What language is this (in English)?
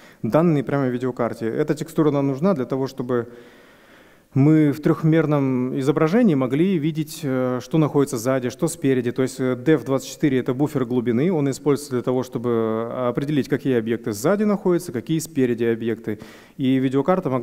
Russian